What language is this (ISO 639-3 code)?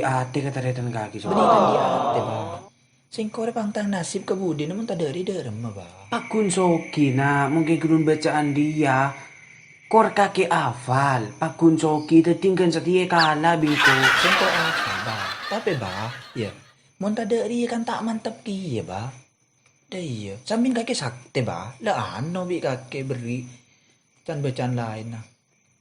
mad